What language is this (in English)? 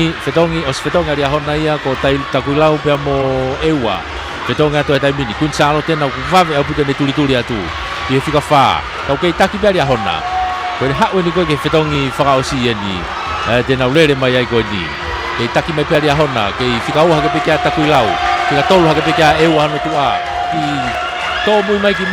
Tongan